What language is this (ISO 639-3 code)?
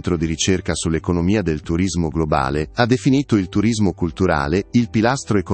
ita